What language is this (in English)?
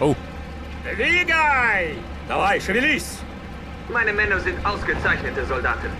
Bavarian